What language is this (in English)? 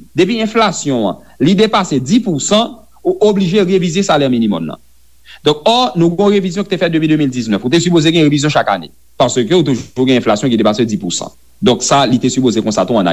Haitian Creole